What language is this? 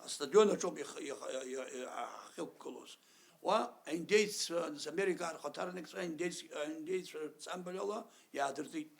Abkhazian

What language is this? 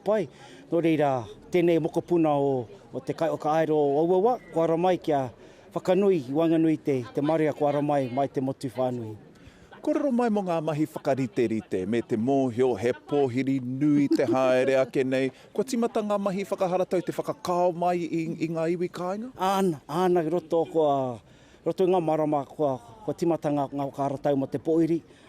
Māori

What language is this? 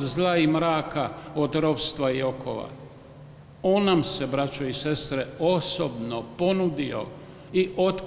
Croatian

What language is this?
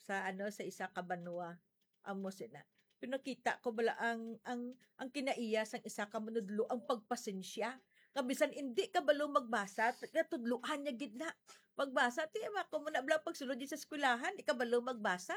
Hiligaynon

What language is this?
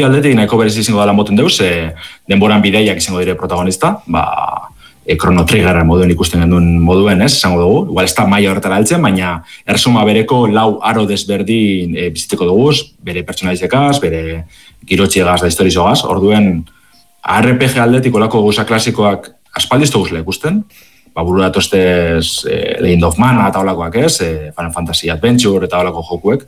Basque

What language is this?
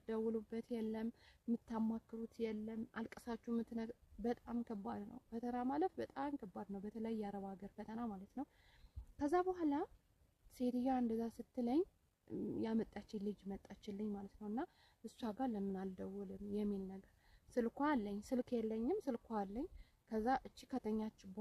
Amharic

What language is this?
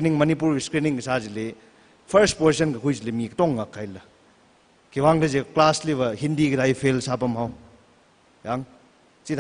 Tangkhul Naga (India)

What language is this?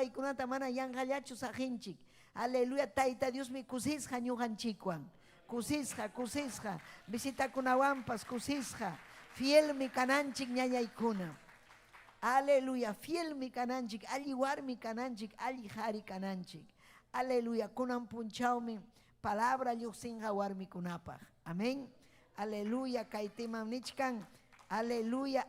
Ayacucho Quechua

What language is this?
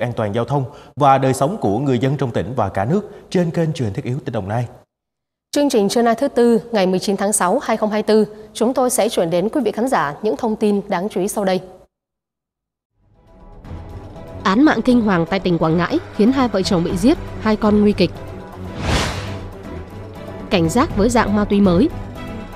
Vietnamese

